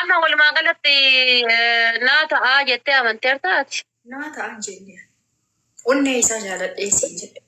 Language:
Oromo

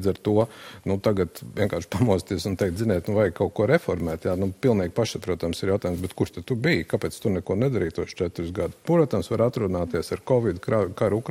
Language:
Latvian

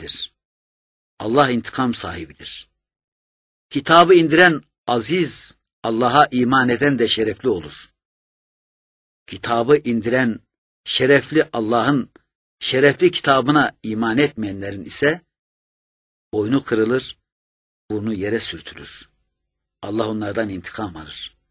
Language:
Turkish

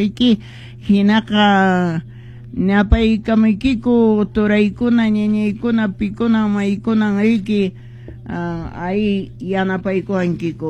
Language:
Quechua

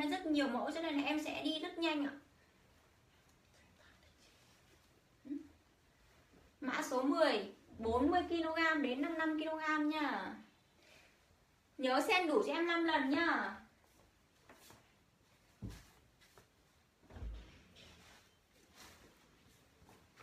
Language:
Vietnamese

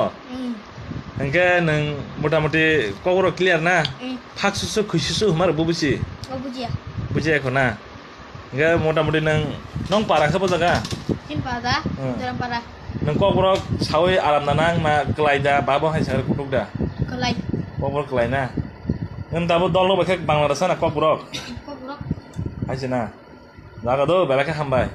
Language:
Kok Borok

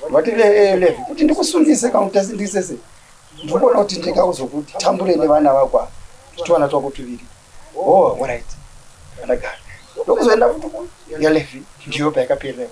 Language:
Shona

